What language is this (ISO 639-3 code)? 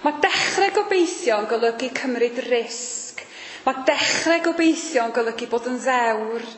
cym